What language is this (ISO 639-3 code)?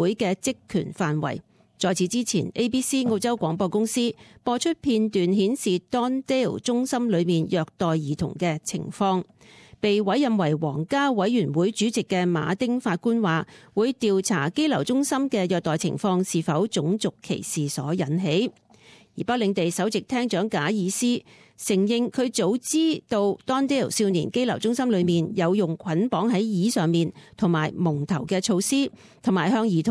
yue